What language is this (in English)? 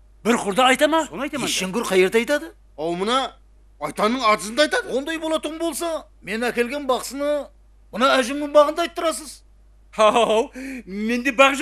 Kara-Kalpak